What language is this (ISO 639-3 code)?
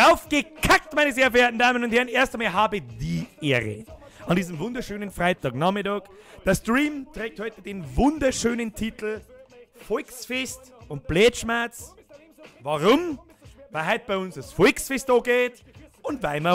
bar